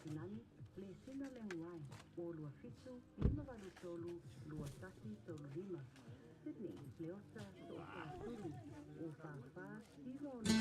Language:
Samoan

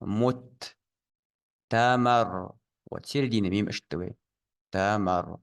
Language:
Ingush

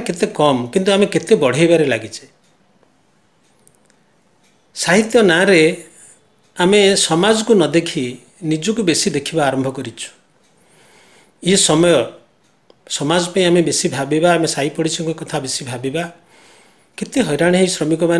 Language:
Odia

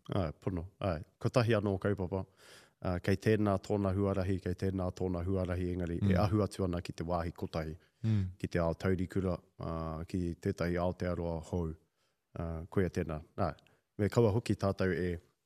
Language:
Māori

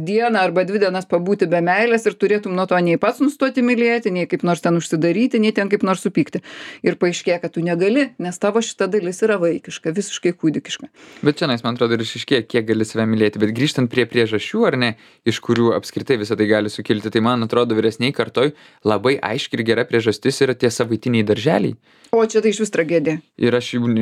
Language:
Lithuanian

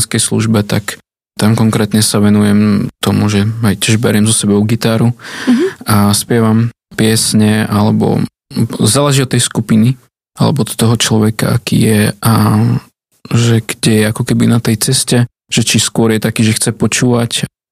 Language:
Slovak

